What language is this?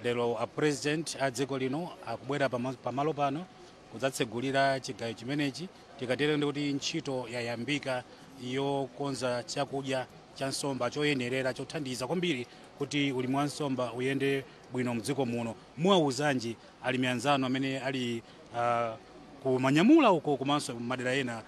Nyanja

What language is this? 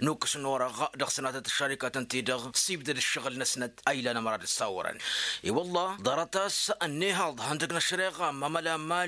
Tamasheq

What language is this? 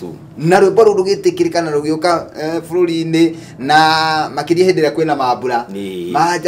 Kikuyu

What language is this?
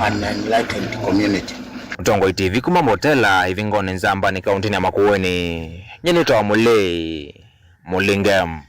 Kamba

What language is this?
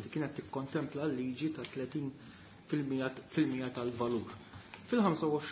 Maltese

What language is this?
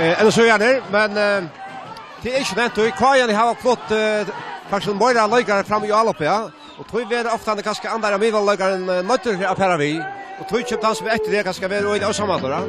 Faroese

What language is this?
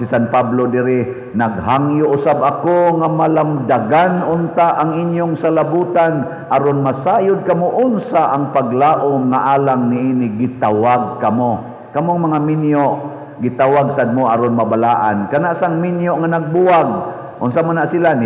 Cebuano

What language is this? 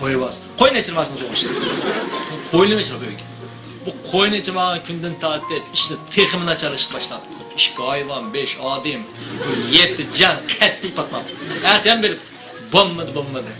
Uyghur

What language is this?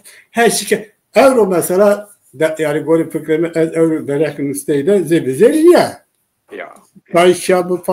Zaza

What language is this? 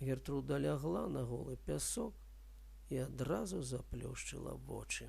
Belarusian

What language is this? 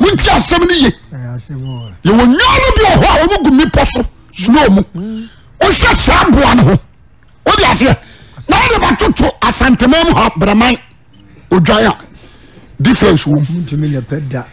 Akan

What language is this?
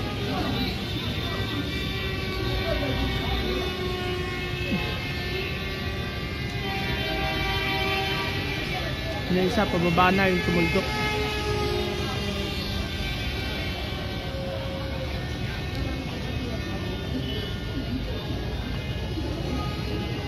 Filipino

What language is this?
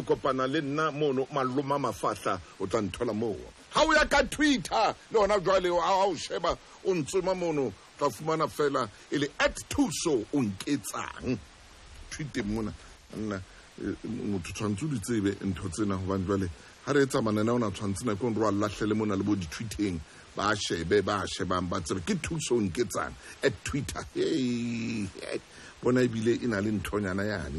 Southern Sotho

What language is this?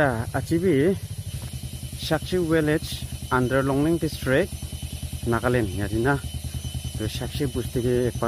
Naga Pidgin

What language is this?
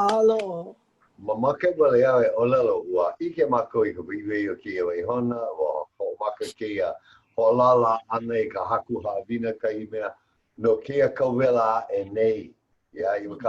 Hawaiian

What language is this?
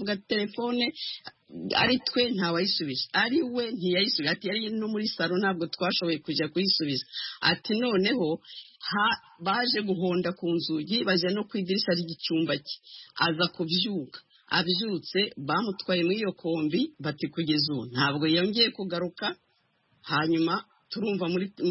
Kinyarwanda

